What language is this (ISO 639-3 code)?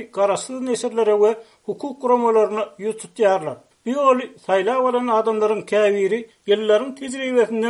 tuk